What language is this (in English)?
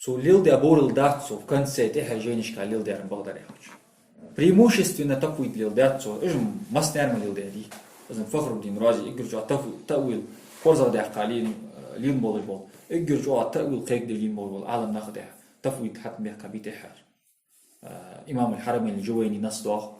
Ingush